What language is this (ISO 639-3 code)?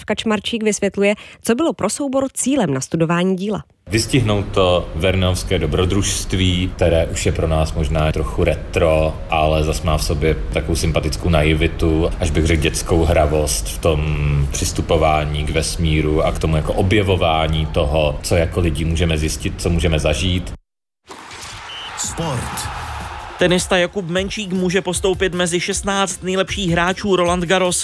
ces